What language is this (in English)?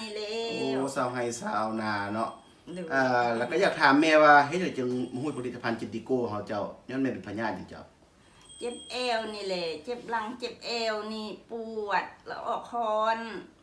Lao